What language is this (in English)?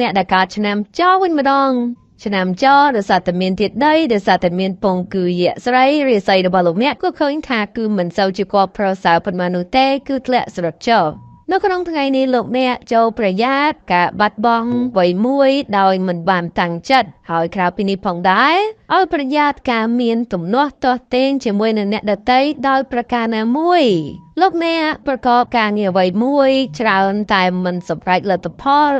Khmer